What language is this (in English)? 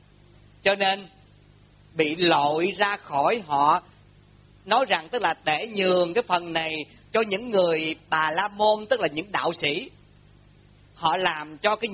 Vietnamese